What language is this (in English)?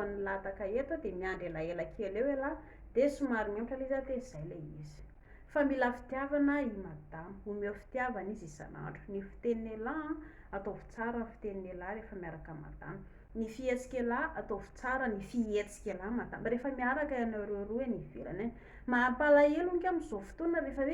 Malagasy